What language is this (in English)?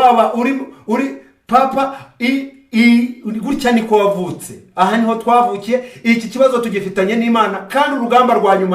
Kinyarwanda